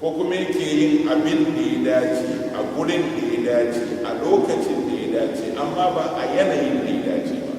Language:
Hausa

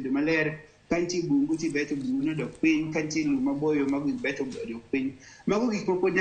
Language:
Luo (Kenya and Tanzania)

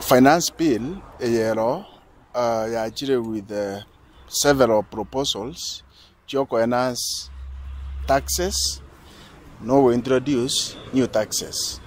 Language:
Gusii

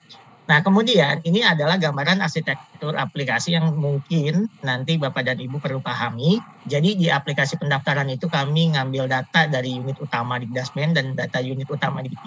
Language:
Indonesian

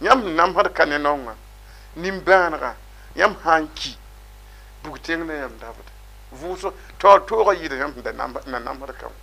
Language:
Mossi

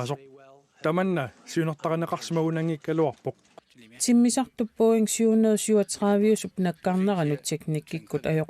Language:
Kalaallisut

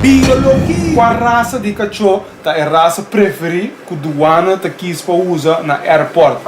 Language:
Papiamento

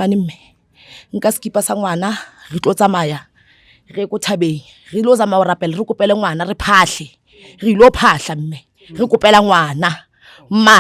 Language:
Zulu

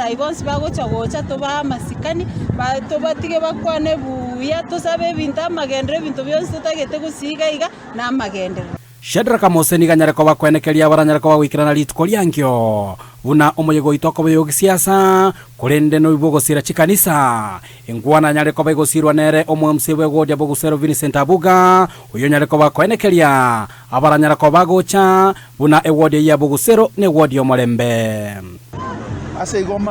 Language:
Gusii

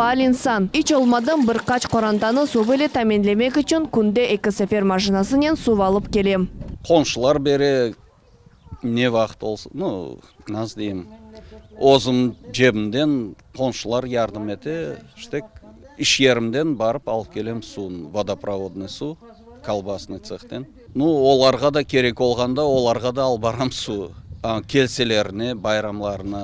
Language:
Crimean Tatar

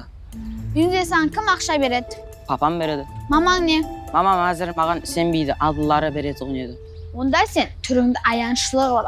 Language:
Kara-Kalpak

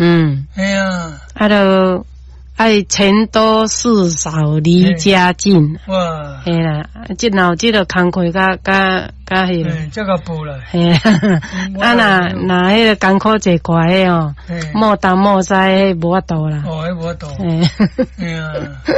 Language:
Min Nan Chinese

